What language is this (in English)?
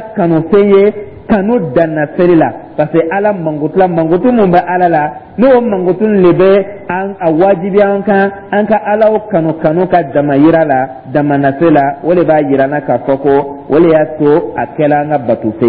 Dyula